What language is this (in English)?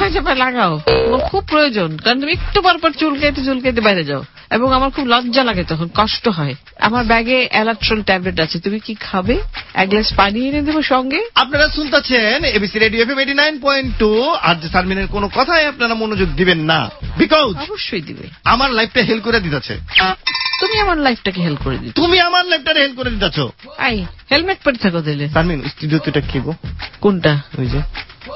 Bangla